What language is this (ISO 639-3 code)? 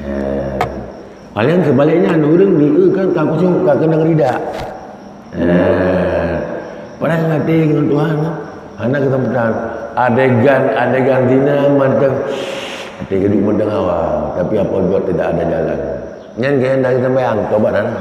ace